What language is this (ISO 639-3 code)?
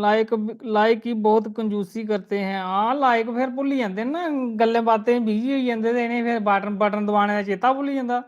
doi